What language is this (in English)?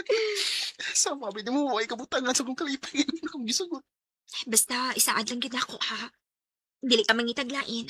Cebuano